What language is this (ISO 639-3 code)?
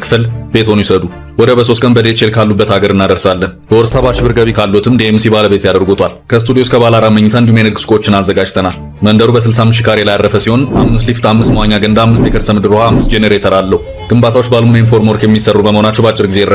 amh